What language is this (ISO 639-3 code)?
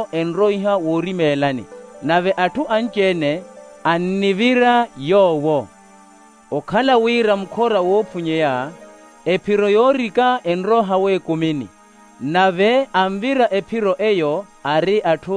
vmw